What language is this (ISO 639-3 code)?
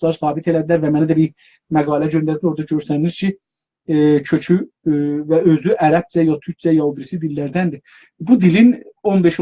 azb